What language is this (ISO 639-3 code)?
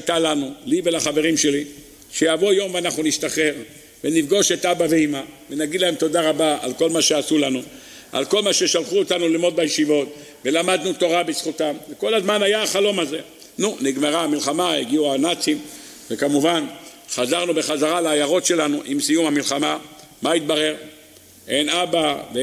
heb